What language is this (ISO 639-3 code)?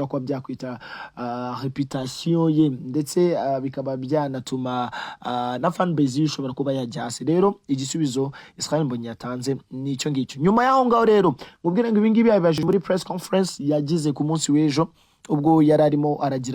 kin